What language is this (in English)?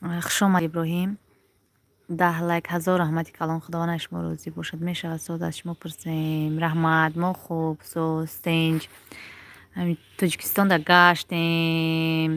Tajik